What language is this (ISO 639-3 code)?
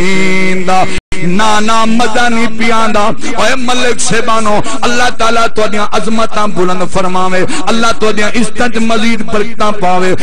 skr